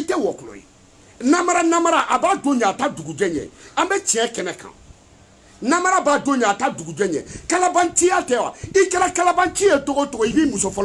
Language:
Bambara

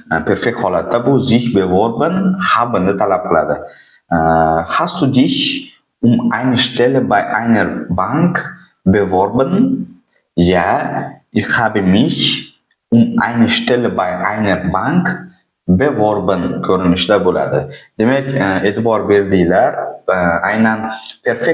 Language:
Uzbek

